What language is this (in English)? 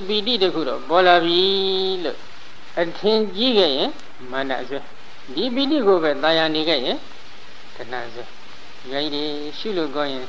Burmese